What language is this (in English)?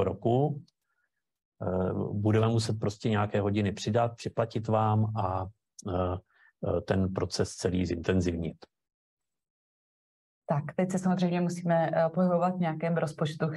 Czech